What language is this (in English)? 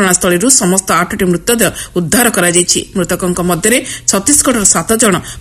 Odia